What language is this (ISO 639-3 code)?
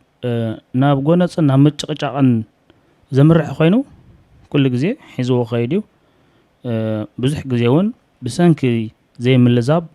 tir